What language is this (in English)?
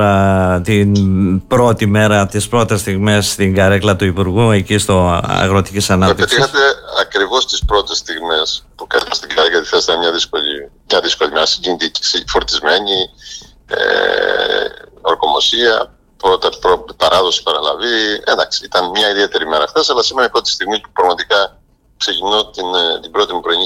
Greek